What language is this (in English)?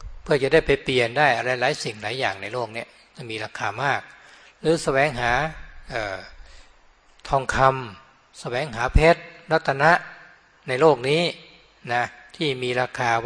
Thai